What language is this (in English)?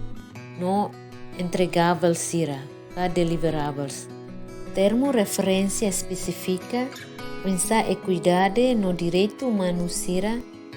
Tetum